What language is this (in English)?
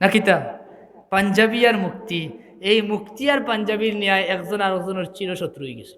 Sylheti